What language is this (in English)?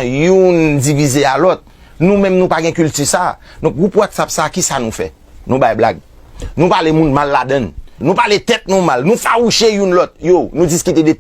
Haitian Creole